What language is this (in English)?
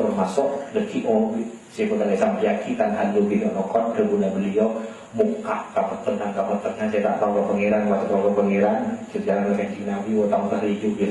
Madurese